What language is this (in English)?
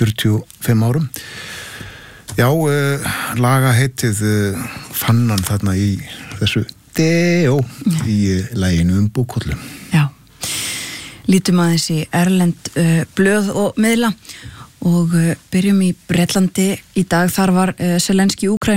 Icelandic